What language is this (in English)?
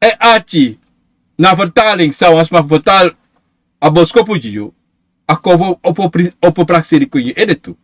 Sranan Tongo